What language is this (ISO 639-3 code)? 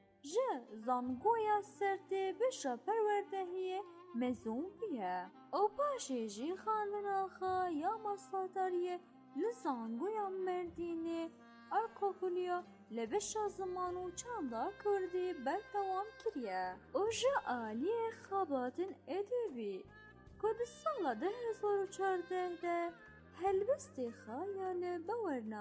kur